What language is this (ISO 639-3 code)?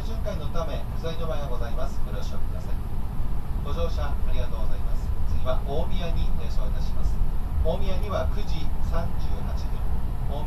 jpn